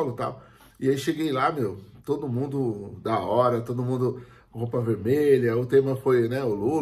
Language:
Portuguese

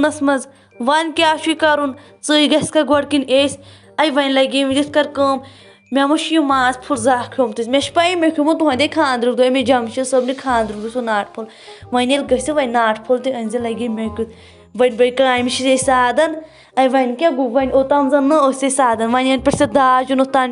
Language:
Kashmiri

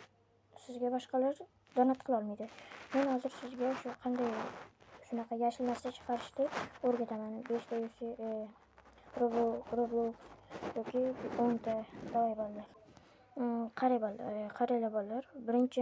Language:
Uzbek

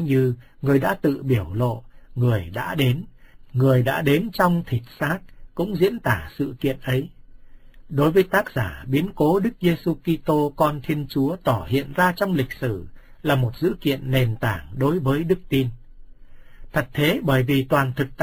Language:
Vietnamese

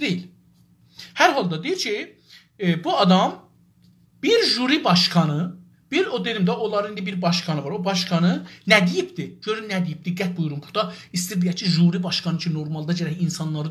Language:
South Azerbaijani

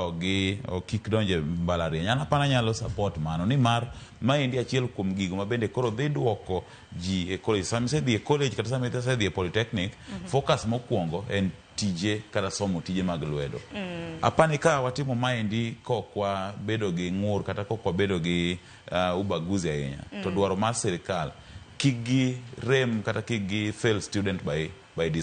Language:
Luo (Kenya and Tanzania)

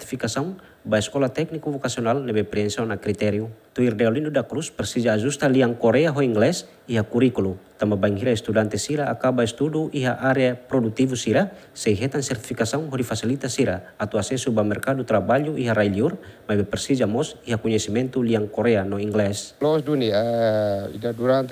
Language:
Tetum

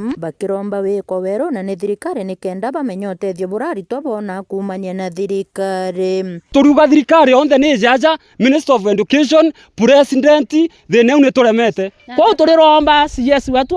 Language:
Meru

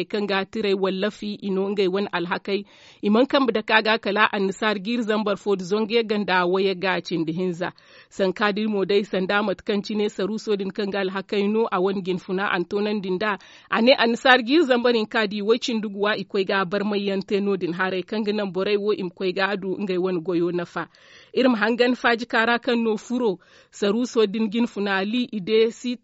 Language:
Zarma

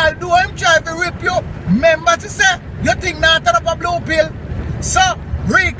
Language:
Jamaican Creole English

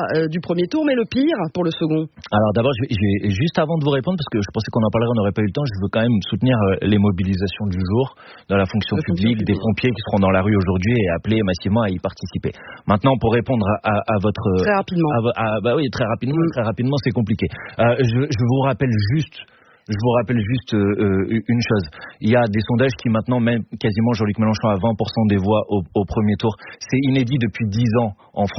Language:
French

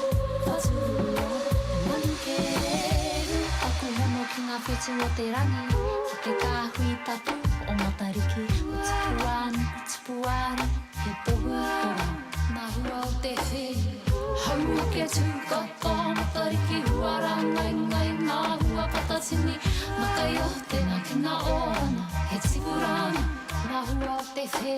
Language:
Māori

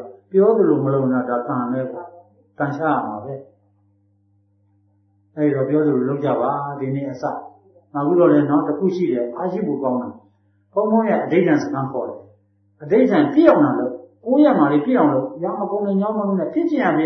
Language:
Burmese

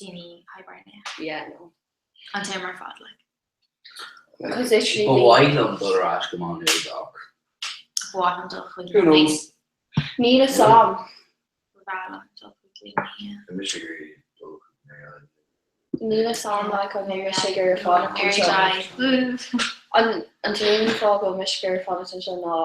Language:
Irish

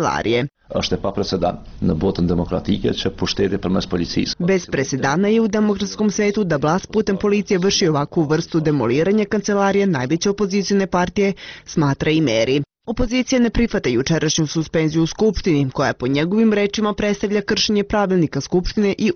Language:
Serbian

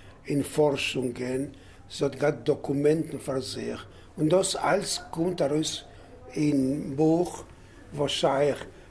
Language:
Yiddish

